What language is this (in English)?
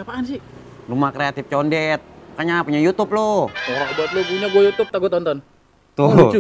Betawi